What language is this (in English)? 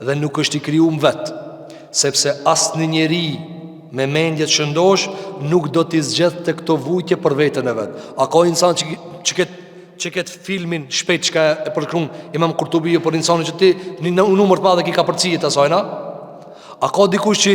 Albanian